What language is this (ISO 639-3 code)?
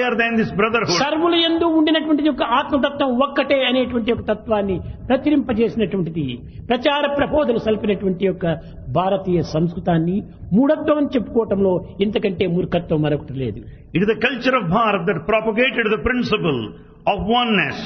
tel